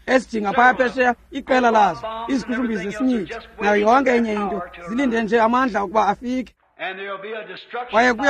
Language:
Xhosa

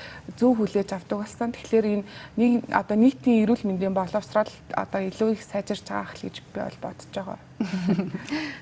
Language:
Mongolian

